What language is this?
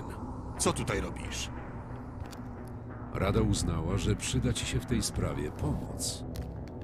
Polish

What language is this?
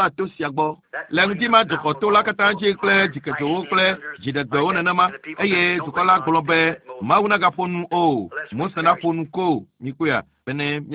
Ewe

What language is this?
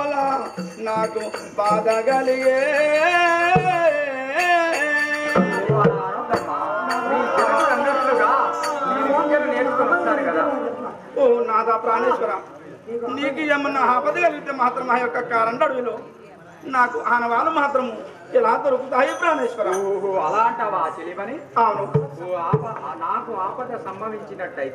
Telugu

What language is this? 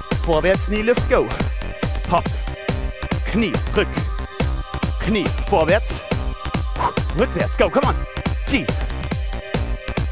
German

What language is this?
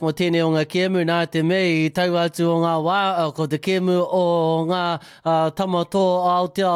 Māori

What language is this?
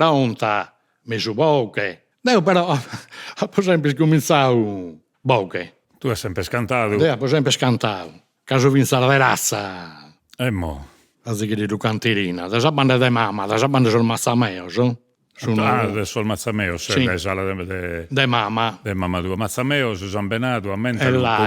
Sardinian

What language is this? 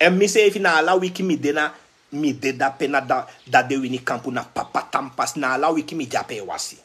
Sranan Tongo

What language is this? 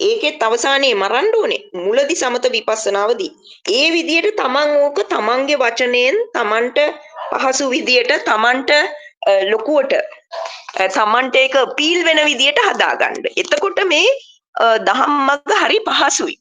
Sinhala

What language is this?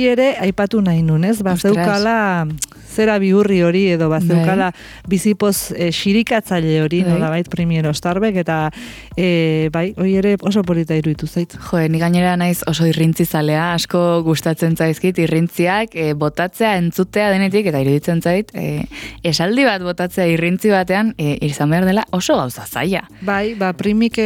Basque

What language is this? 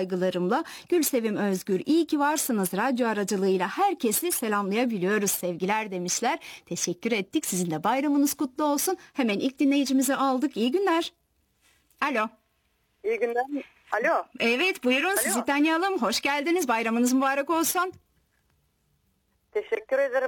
Turkish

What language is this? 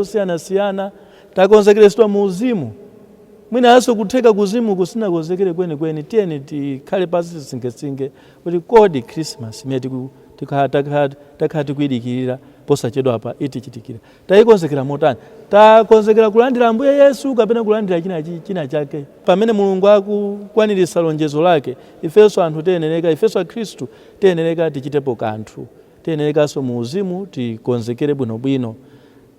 Nyanja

